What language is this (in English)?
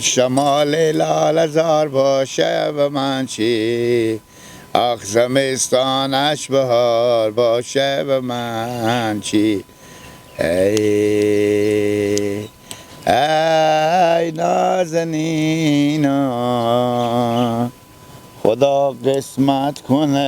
Hazaragi